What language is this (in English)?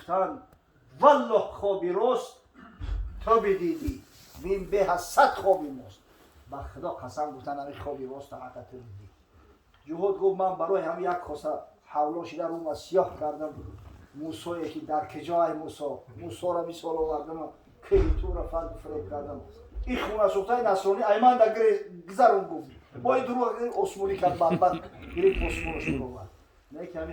Tajik